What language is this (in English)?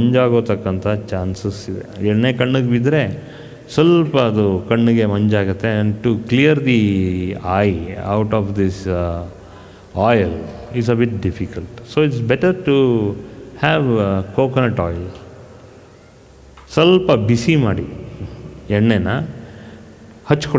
Kannada